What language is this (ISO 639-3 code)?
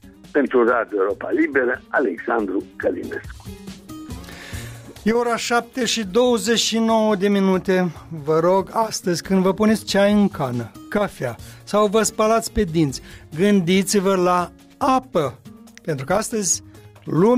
ron